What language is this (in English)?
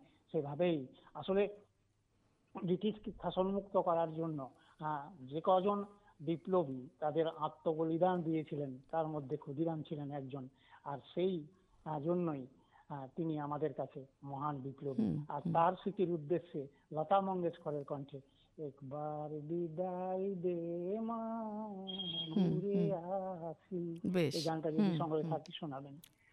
Bangla